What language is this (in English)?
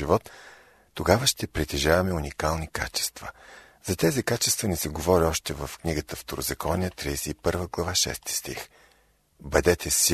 Bulgarian